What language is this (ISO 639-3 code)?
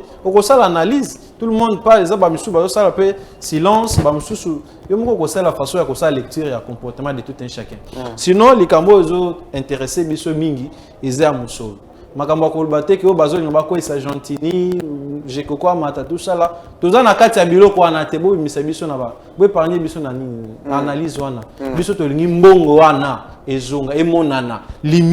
lin